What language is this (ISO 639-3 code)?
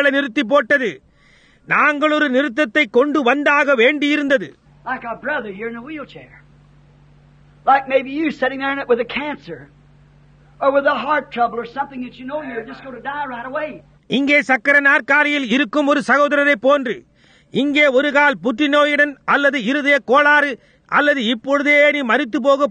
tam